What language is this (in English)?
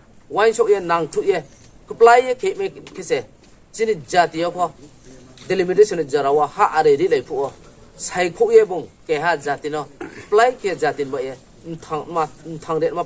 Riang (India)